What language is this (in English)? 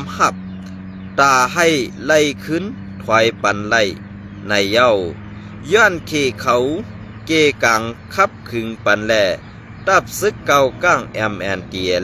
Shan